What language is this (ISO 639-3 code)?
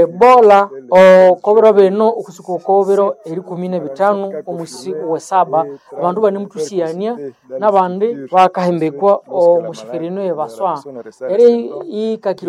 nnb